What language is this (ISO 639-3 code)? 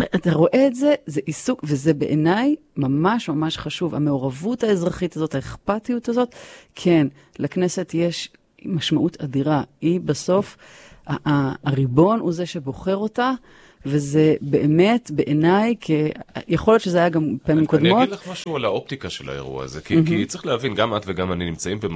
heb